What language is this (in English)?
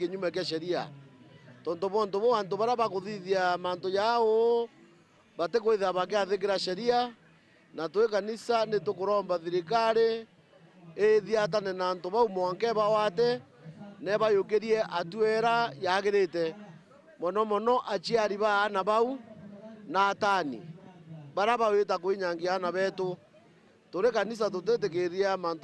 Meru